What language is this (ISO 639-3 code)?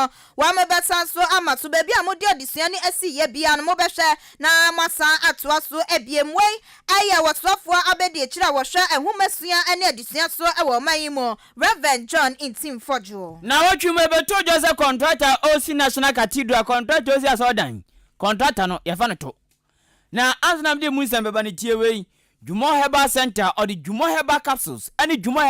aka